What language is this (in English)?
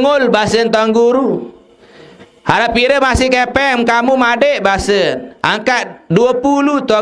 Sasak